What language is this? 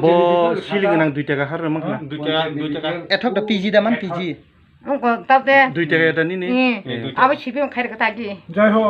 Kok Borok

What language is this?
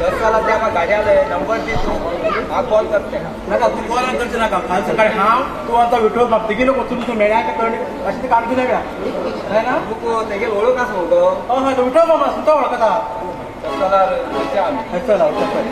Konkani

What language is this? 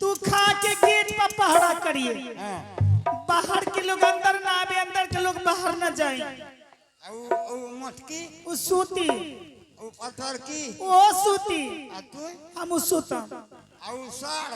Angika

